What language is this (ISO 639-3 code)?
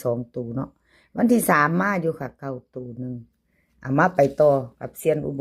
tts